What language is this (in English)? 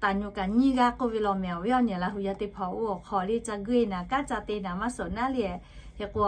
Lahu